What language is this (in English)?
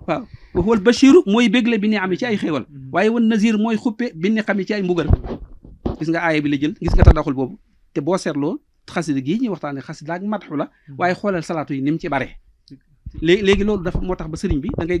Wolof